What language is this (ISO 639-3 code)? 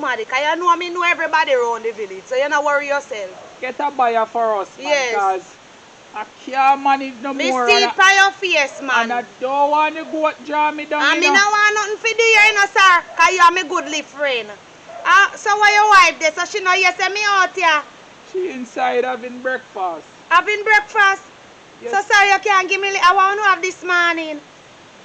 jam